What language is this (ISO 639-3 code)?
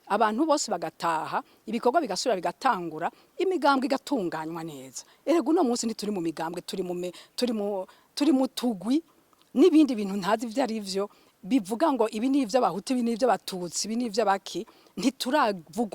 run